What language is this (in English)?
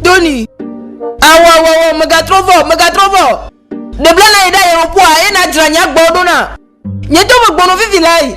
Ewe